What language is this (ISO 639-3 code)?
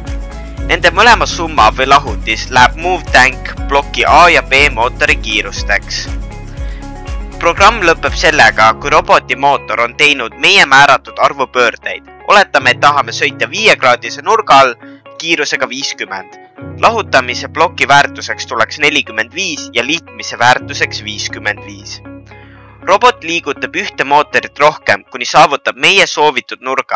est